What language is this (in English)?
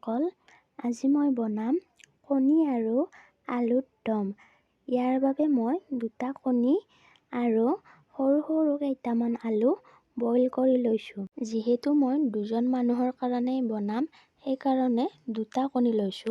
Assamese